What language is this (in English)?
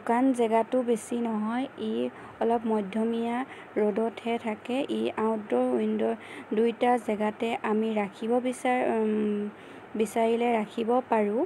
Assamese